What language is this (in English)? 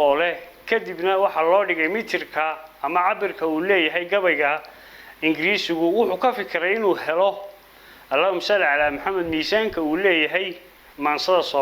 Somali